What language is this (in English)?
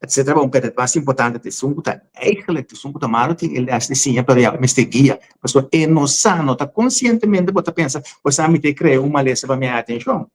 Papiamento